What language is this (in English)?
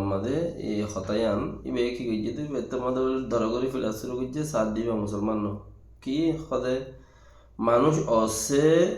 Rohingya